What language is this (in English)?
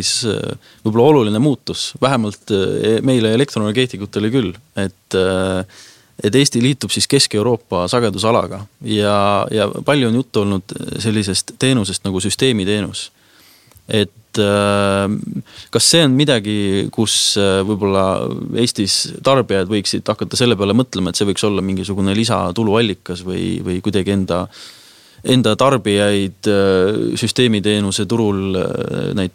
Estonian